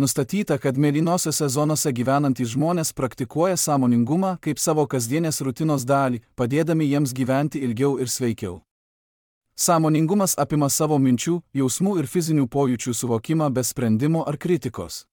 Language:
Lithuanian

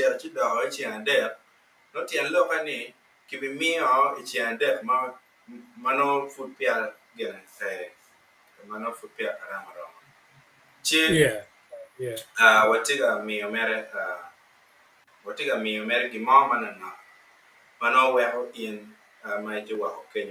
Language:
Acoli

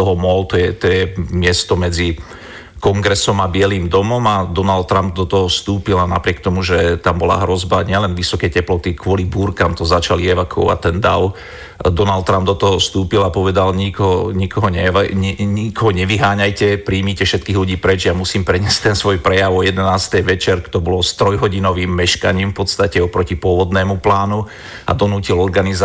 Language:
Slovak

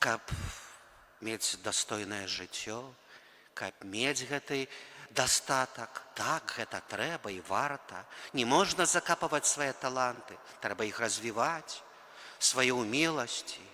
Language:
Belarusian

